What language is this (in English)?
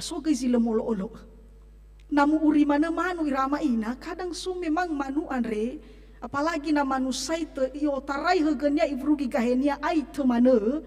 Nias